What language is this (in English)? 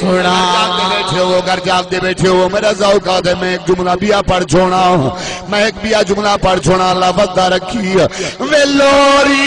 Saraiki